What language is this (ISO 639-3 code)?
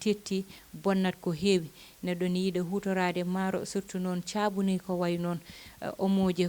ful